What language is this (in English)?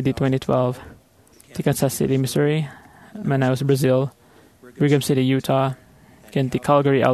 Iloko